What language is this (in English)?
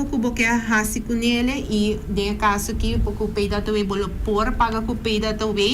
Papiamento